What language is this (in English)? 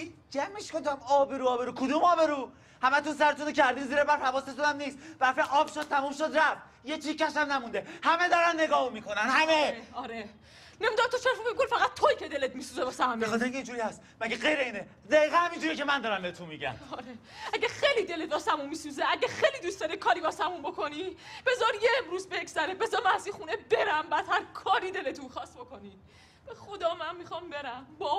Persian